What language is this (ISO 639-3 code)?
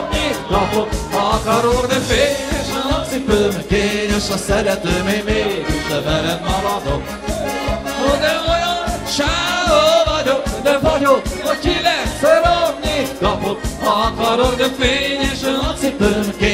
hun